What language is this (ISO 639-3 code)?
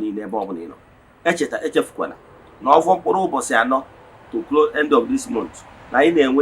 ibo